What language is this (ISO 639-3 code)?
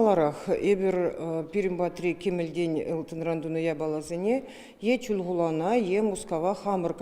chv